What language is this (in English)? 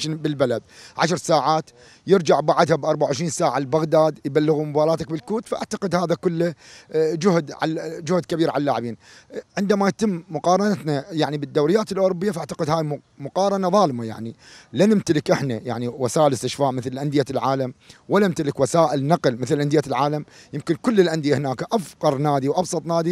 Mesopotamian Arabic